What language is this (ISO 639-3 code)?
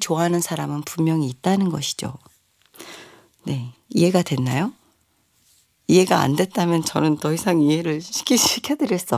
kor